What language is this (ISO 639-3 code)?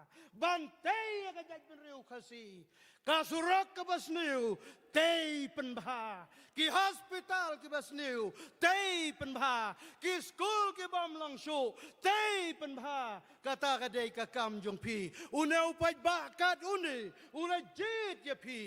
kha